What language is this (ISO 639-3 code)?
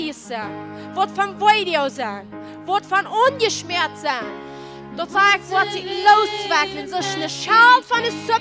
pdt